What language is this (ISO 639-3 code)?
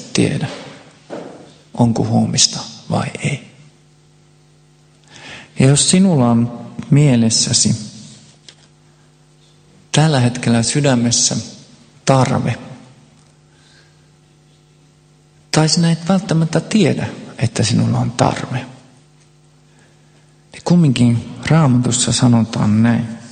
fin